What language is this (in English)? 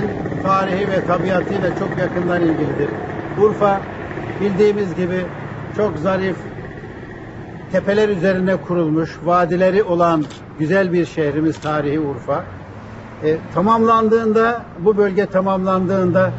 Turkish